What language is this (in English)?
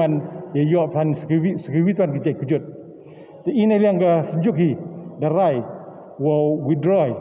Pnar